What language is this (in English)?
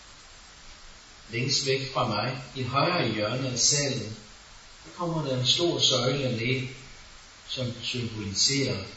Danish